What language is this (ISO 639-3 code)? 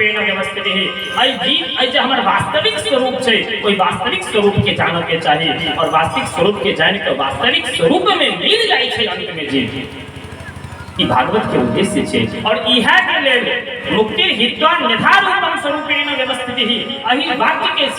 mai